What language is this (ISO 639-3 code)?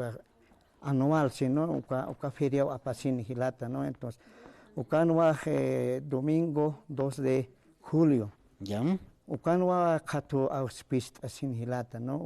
aym